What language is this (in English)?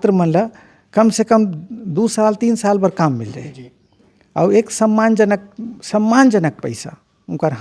Chhattisgarhi